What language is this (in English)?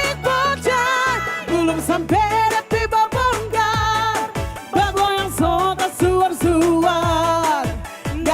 Manado Malay